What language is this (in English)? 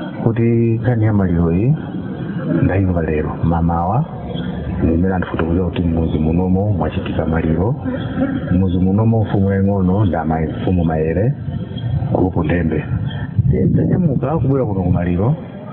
Nyanja